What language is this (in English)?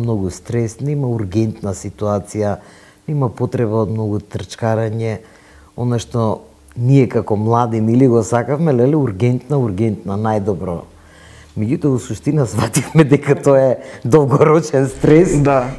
Macedonian